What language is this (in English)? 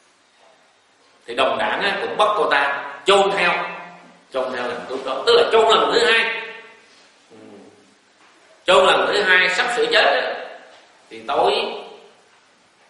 Vietnamese